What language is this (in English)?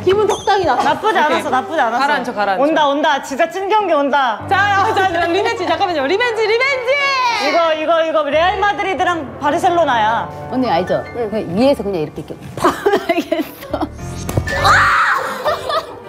Korean